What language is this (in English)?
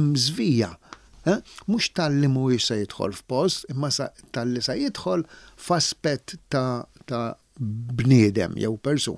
Maltese